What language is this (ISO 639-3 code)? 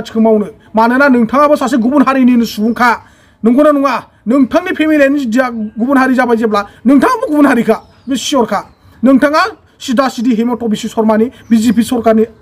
brx